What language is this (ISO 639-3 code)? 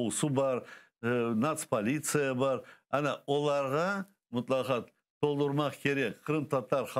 crh